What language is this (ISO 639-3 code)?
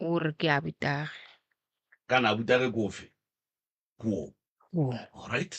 nso